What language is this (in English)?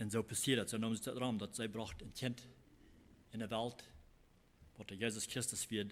Plautdietsch